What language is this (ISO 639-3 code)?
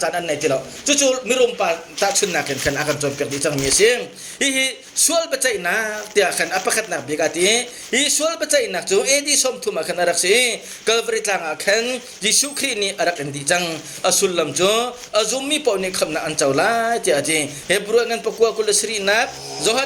cnh